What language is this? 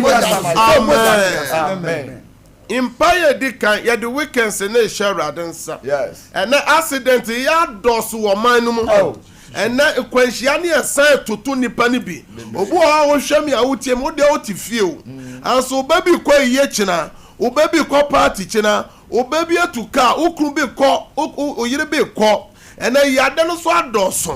Akan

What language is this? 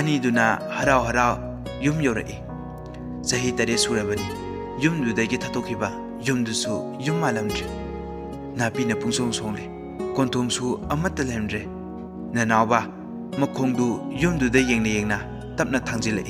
Manipuri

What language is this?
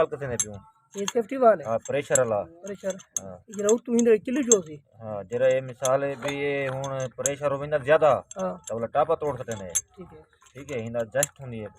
Saraiki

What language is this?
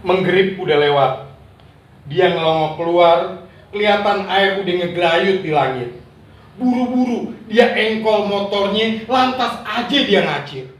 Betawi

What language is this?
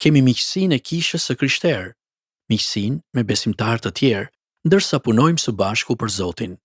Albanian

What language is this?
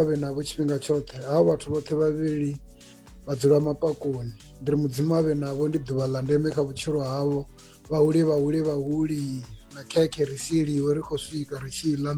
Venda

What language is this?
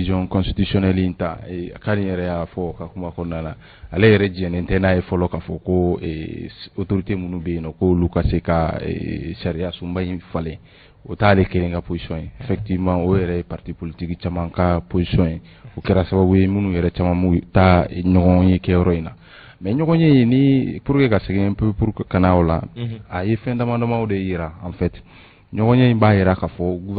Bambara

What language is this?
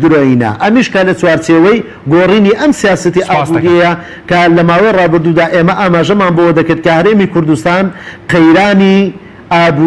Central Kurdish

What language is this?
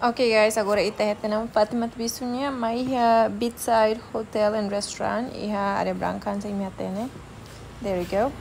Tetum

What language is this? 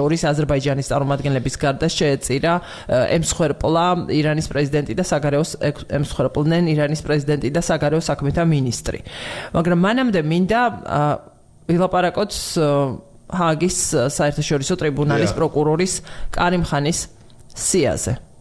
Georgian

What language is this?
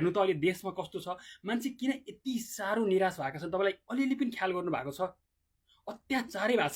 Nepali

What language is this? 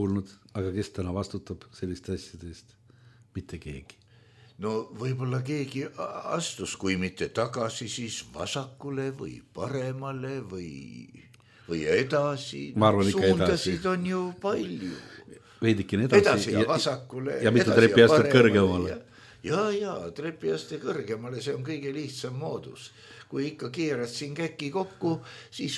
Estonian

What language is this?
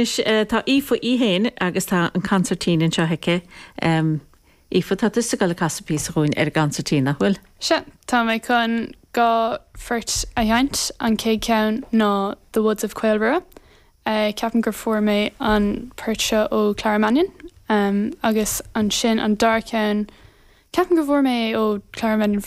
Irish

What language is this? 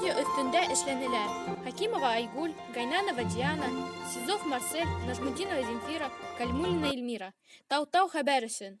Bashkir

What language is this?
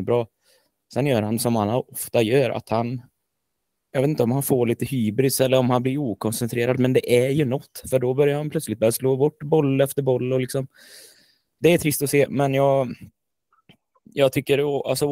Swedish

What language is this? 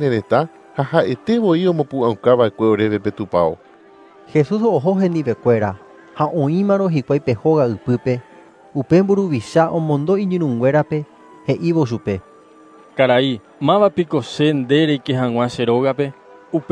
Guarani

